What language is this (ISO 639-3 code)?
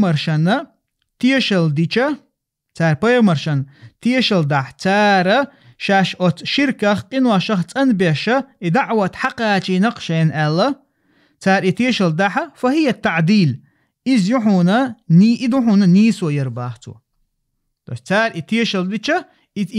che